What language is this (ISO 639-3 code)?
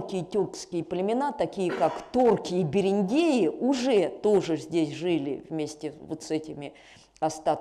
rus